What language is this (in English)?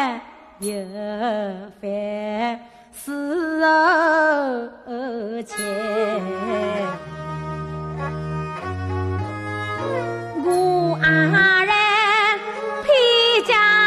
Chinese